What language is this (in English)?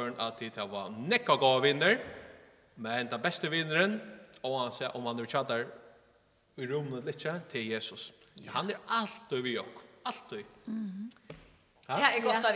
Faroese